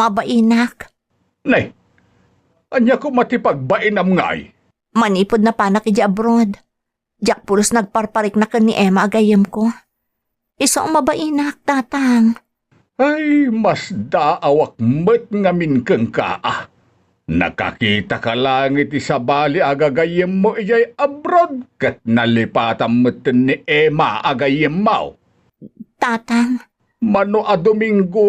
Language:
Iloko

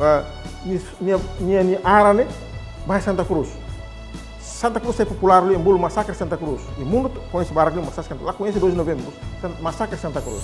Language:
Tetum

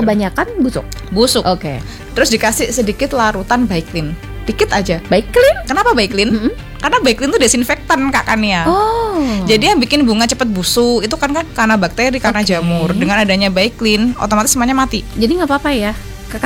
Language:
Indonesian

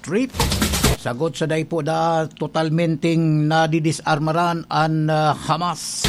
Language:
Bikol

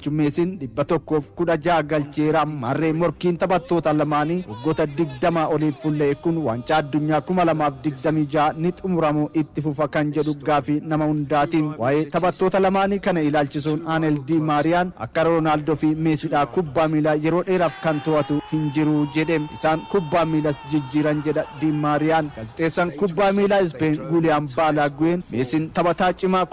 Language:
Oromo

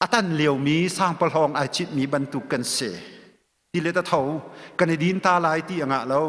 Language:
Hakha Chin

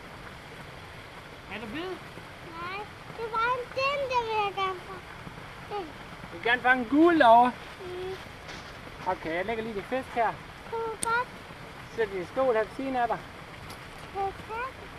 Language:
Danish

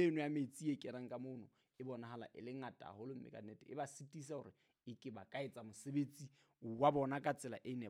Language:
Southern Sotho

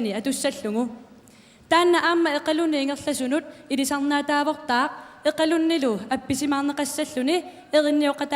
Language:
Kalaallisut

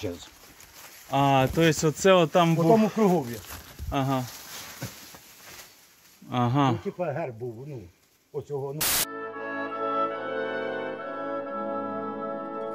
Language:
Ukrainian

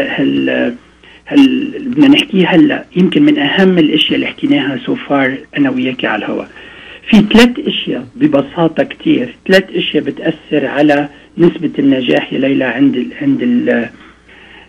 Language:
North Levantine Arabic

